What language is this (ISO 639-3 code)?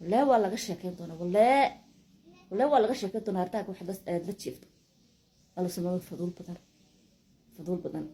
som